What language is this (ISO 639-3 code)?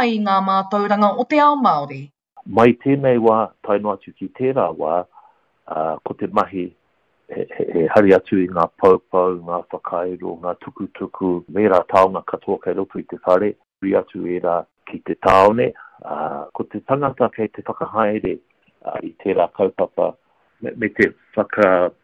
mri